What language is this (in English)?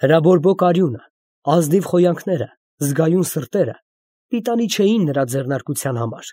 Armenian